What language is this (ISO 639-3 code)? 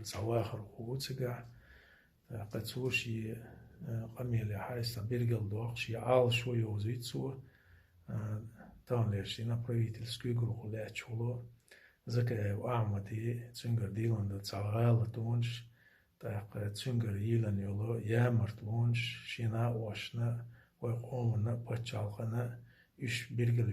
che